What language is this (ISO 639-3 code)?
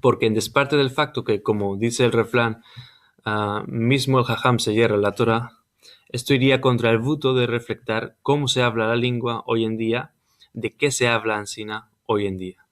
lad